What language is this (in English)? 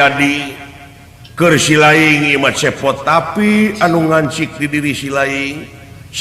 Sundanese